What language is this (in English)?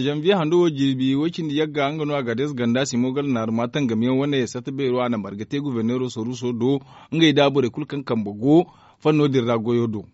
Zarma